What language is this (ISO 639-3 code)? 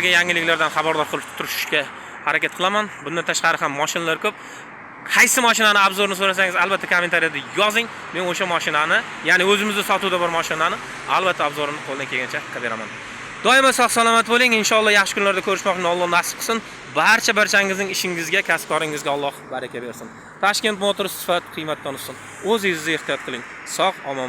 uzb